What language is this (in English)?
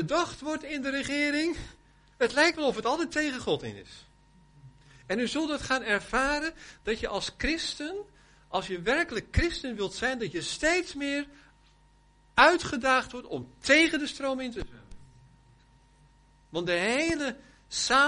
Dutch